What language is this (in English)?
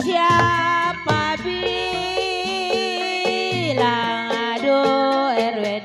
Betawi